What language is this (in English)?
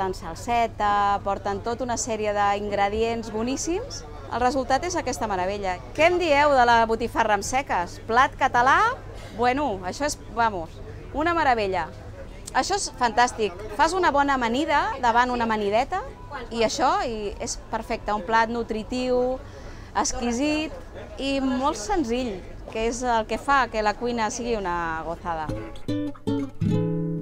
Catalan